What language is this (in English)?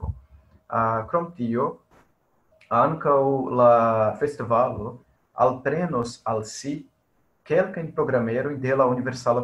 Esperanto